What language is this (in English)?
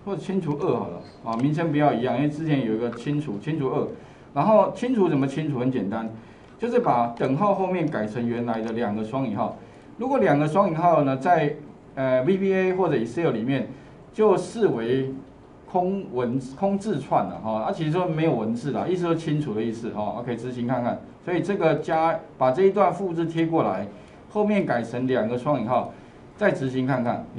Chinese